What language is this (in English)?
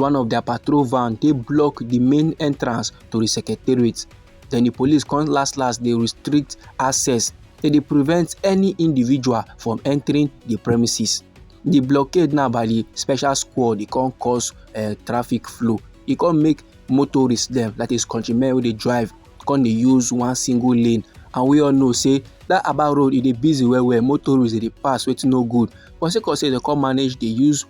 Nigerian Pidgin